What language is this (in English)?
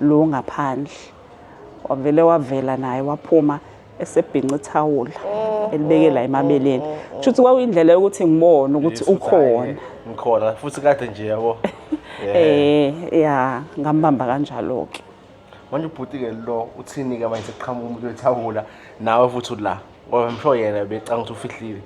Zulu